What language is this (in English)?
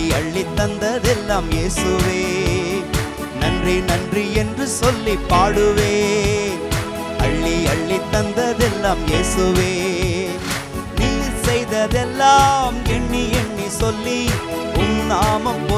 Tamil